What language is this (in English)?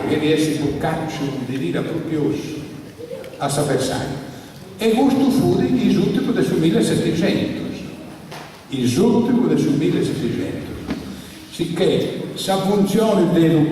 Sardinian